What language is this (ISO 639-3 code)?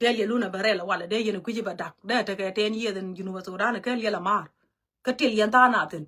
nus